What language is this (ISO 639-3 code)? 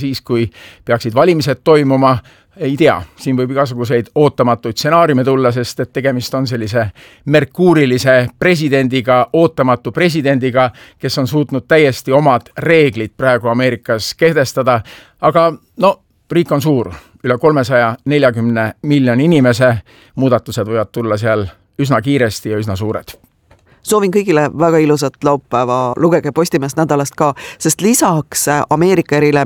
est